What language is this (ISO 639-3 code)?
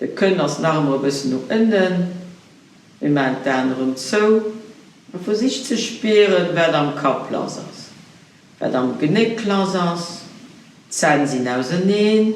ltz